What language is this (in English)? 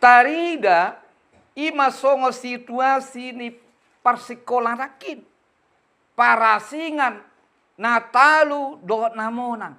Batak Toba